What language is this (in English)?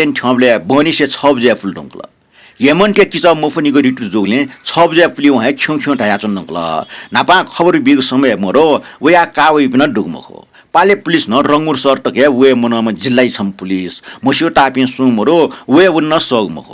Newari